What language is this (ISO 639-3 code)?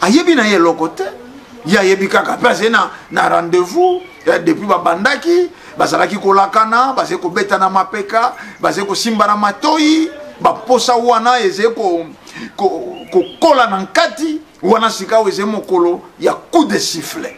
lin